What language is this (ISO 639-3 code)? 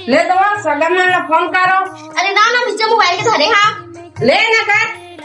hne